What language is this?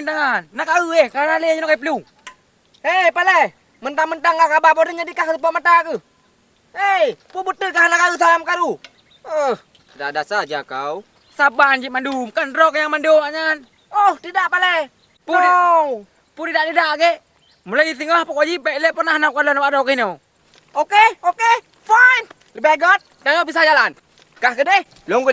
Achinese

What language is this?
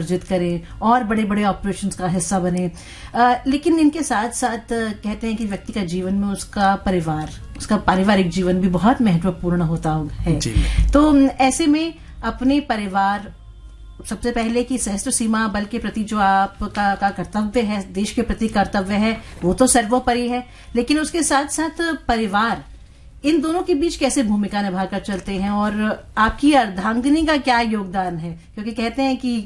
Hindi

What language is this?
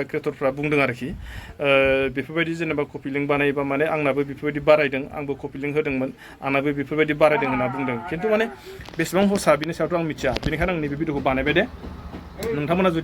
Bodo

